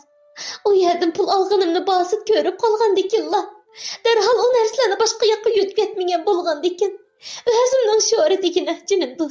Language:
Uyghur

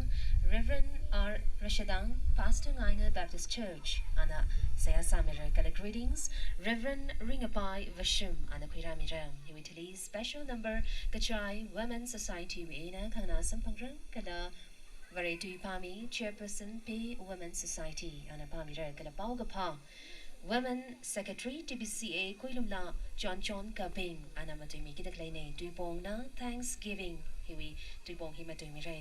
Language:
Tangkhul Naga (India)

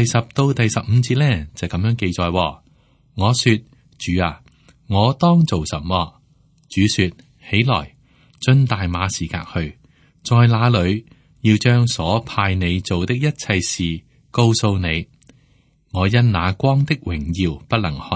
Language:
Cantonese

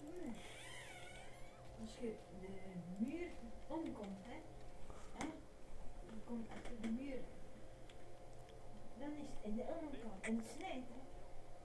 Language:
Dutch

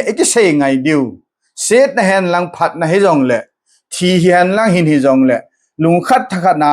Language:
Thado Chin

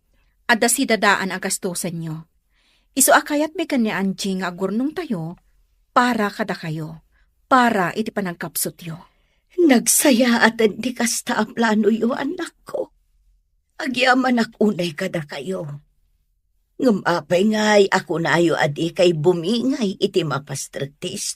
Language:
Iloko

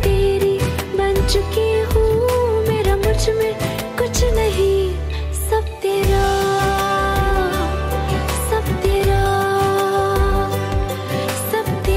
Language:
Hindi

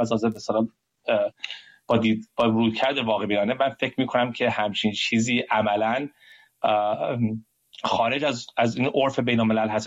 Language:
Persian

